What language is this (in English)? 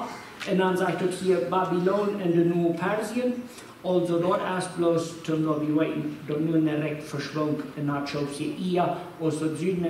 Plautdietsch